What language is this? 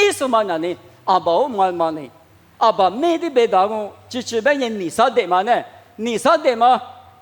Lisu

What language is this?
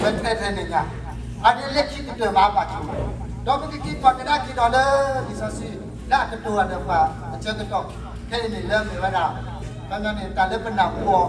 S'gaw Karen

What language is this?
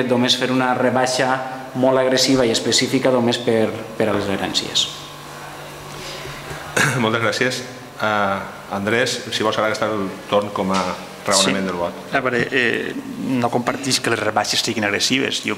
Catalan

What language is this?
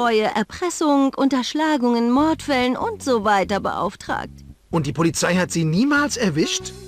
Bavarian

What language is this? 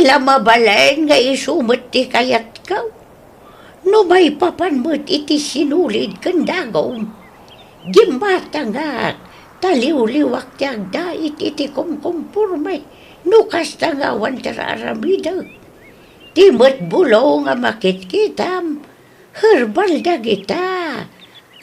Iloko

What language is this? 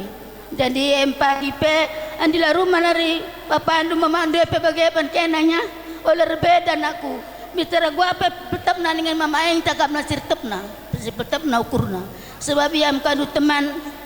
Batak Karo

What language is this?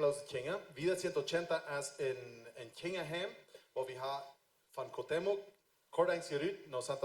Plautdietsch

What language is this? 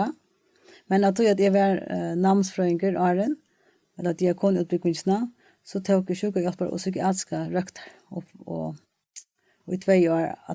Faroese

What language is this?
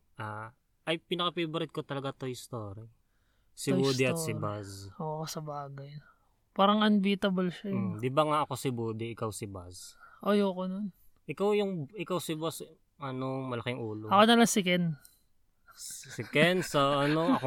Filipino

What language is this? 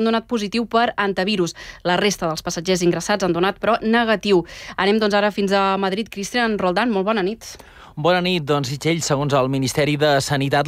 Catalan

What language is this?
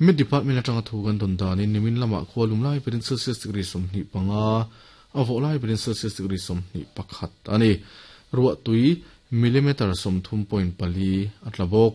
Mizo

